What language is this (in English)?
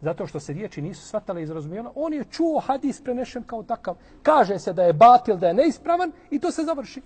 Bosnian